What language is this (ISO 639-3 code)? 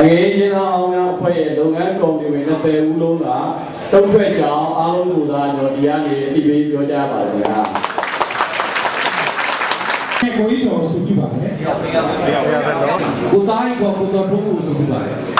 mya